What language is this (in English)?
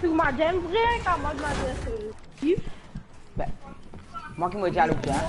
Morisyen